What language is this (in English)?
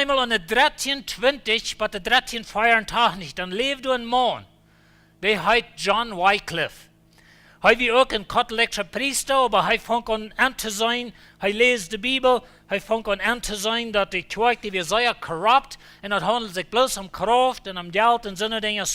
Plautdietsch